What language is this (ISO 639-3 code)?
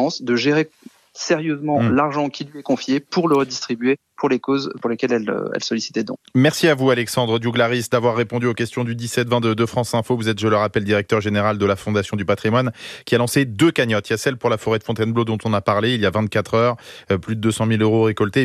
fra